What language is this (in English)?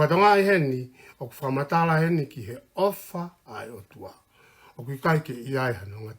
Tongan